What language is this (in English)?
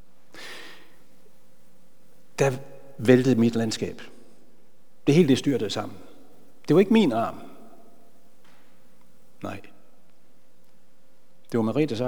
Danish